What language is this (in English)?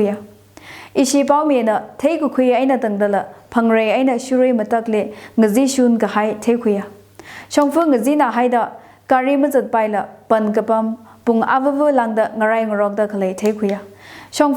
Tangkhul Naga (India)